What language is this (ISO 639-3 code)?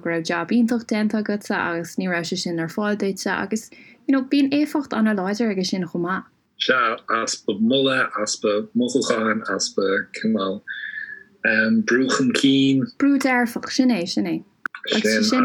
gle